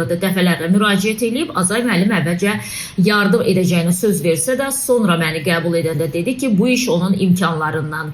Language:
Azerbaijani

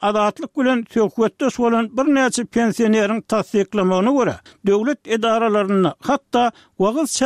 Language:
Turkmen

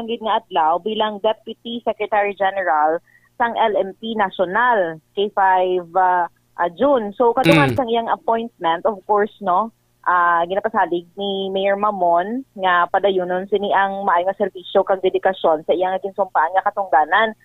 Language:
Hiligaynon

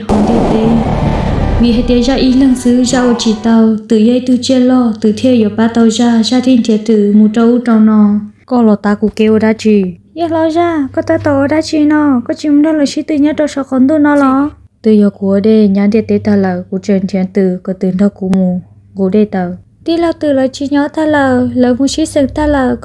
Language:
Hmong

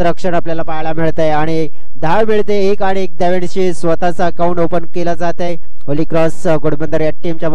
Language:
Marathi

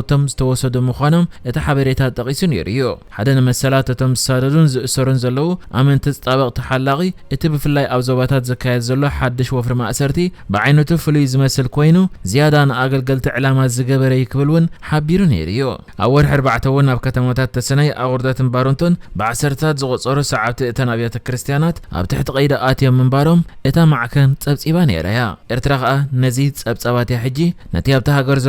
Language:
Tigrinya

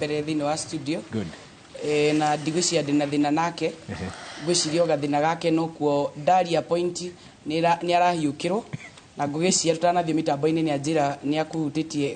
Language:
Kikuyu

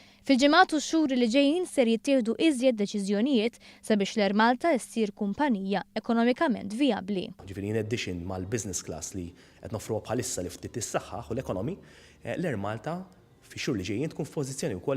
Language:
Maltese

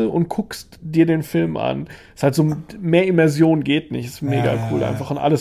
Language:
German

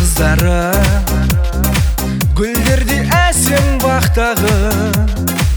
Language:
Kazakh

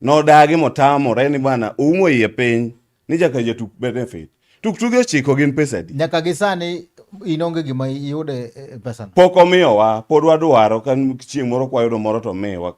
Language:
Luo (Kenya and Tanzania)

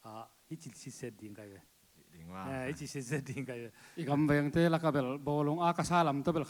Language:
Tedim Chin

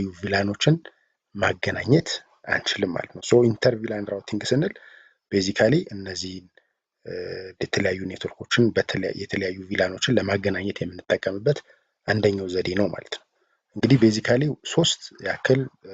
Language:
Amharic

